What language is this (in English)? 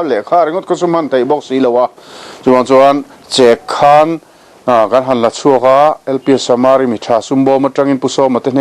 Mizo